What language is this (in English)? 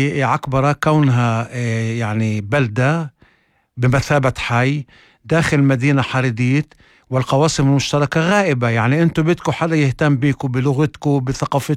North Levantine Arabic